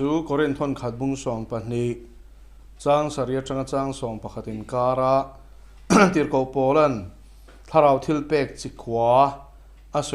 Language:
Mizo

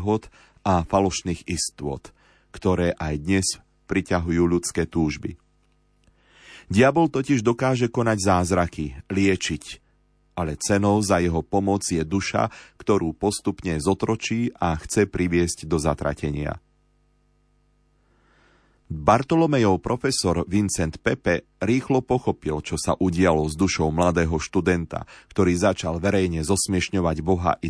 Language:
Slovak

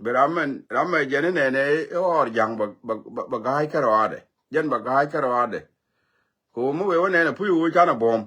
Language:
Nuer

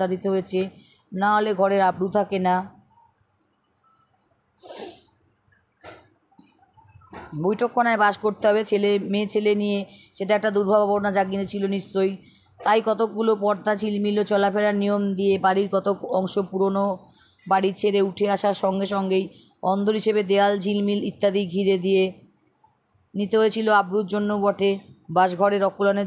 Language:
Bangla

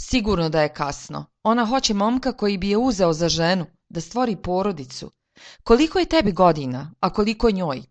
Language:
Serbian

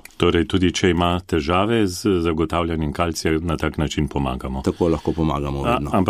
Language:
Slovenian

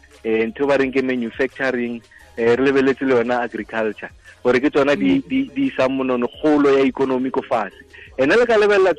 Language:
Tswana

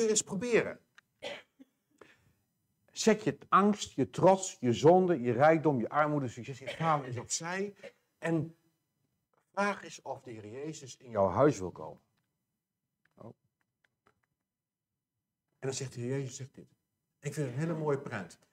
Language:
Dutch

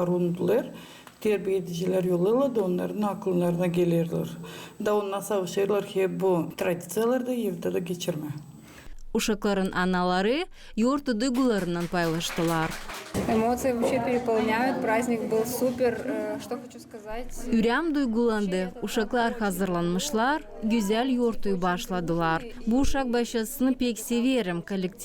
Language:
Gagauz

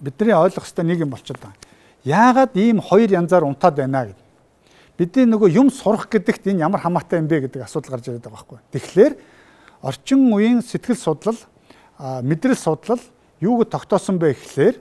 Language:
Mongolian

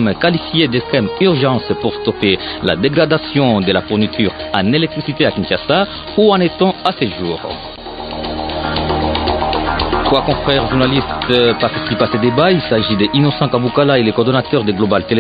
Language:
French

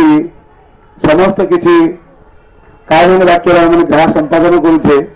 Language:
Odia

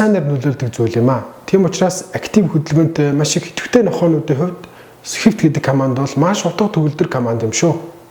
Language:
Mongolian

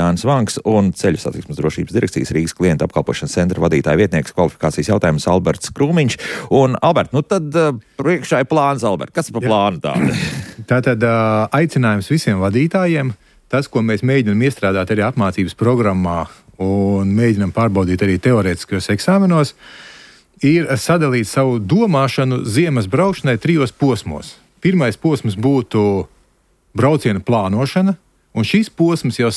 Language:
Latvian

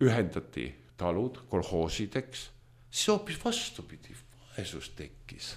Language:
Estonian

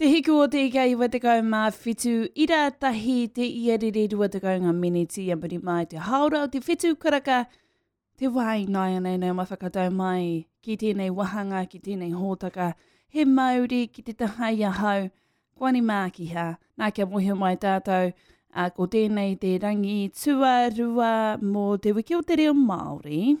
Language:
Māori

